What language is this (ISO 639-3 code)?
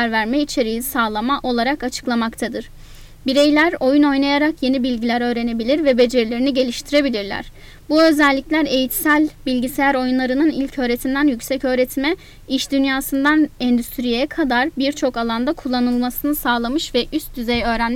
tur